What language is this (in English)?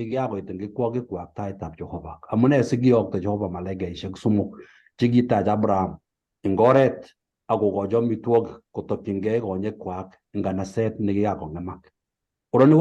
Kalenjin